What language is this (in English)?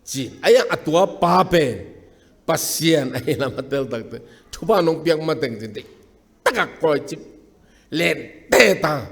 Tedim Chin